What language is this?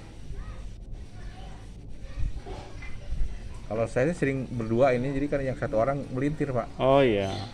Indonesian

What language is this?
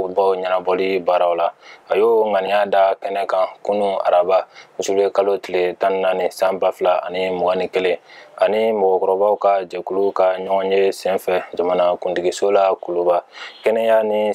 Bambara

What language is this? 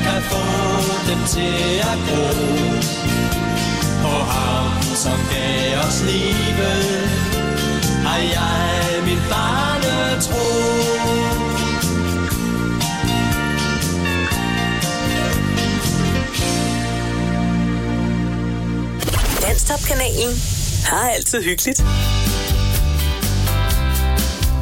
Danish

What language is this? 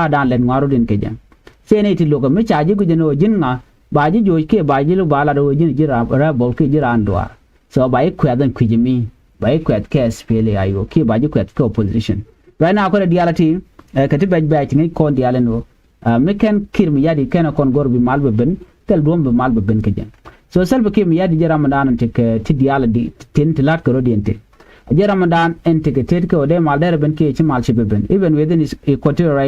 Nuer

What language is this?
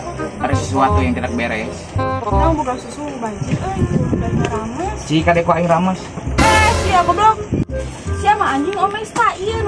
Sundanese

